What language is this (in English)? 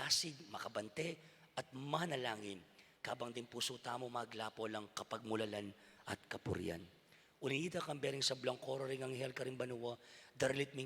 Pampanga